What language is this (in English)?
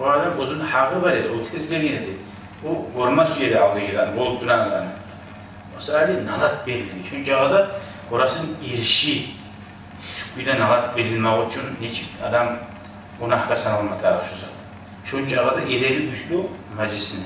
Kumyk